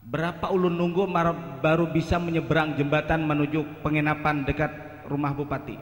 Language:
Banjar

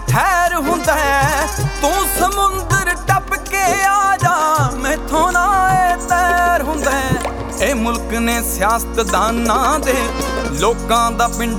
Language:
Punjabi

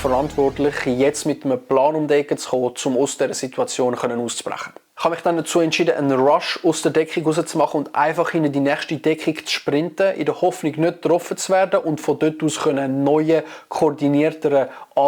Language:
Swiss German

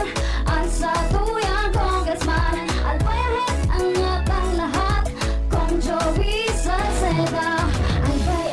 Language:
Bikol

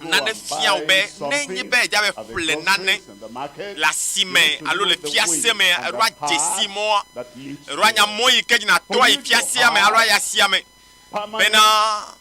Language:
Ewe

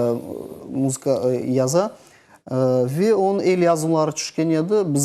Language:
Crimean Tatar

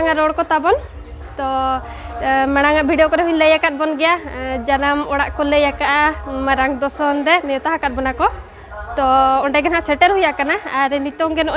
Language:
Santali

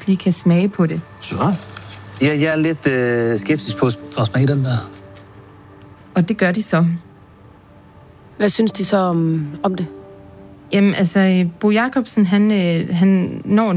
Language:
Danish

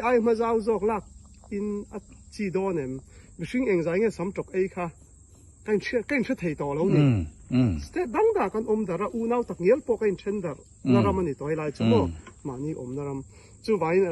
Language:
Mizo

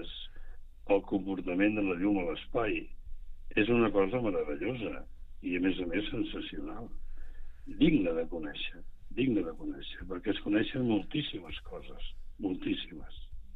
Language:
Catalan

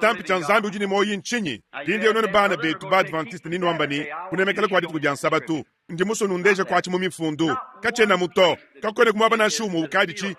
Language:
Luba-Lulua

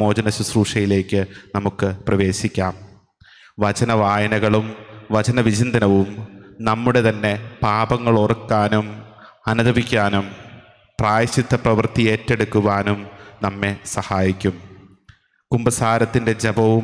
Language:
Malayalam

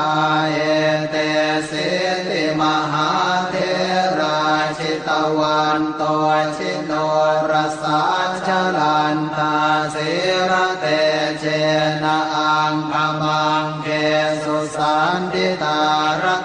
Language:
Pali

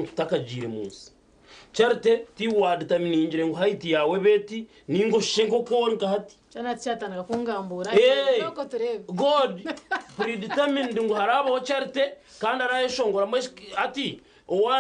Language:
Nyankole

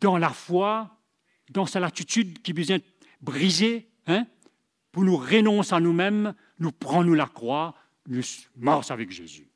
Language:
Morisyen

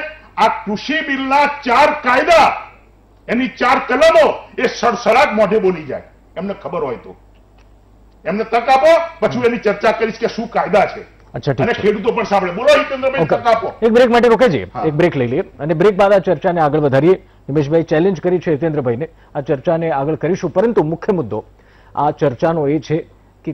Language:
Gujarati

